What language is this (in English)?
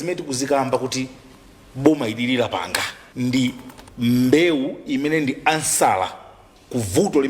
Nyanja